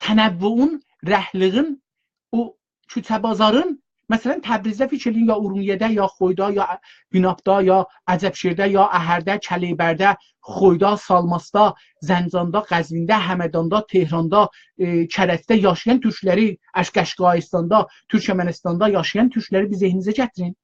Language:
South Azerbaijani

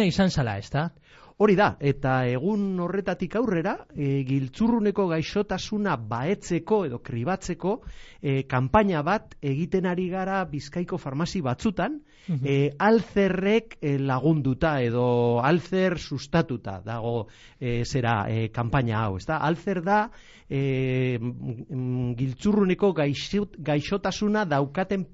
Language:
Basque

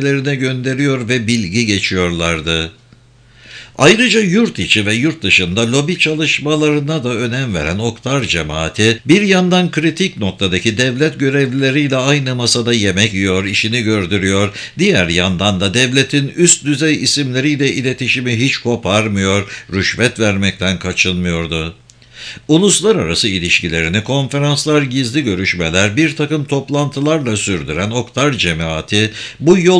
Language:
Turkish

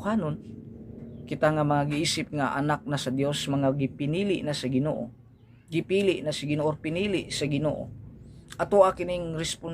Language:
Cebuano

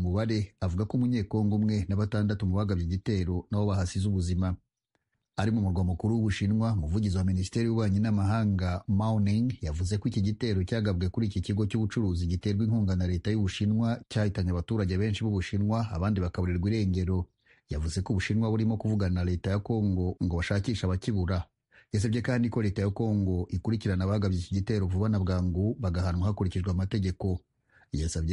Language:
Kinyarwanda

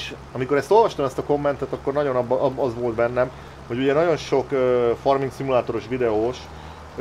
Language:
Hungarian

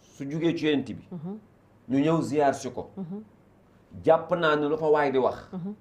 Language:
Wolof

